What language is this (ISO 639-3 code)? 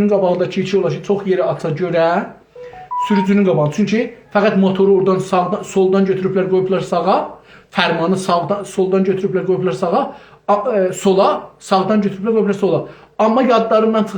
azb